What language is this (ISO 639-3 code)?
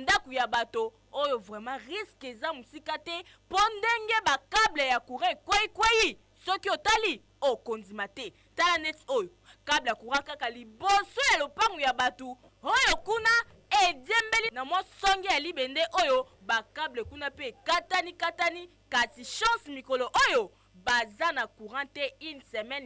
lin